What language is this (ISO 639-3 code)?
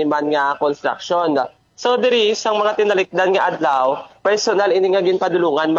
hil